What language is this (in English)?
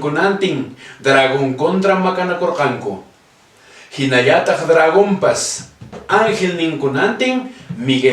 Quechua